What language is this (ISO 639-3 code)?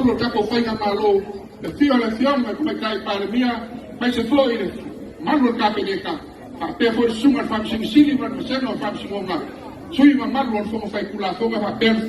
smo